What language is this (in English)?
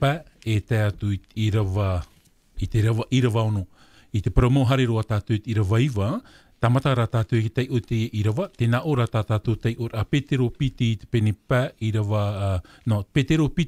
Tahitian